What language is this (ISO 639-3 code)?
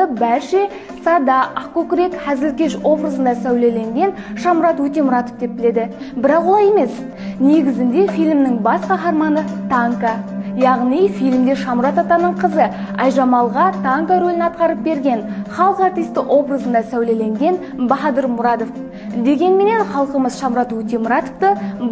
kaa